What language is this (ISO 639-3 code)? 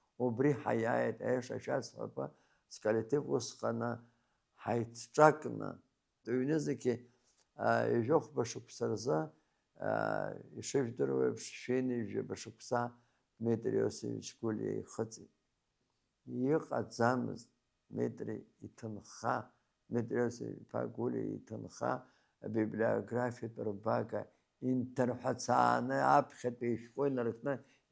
abk